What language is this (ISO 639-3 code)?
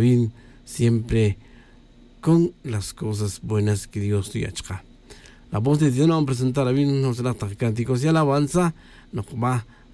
tzj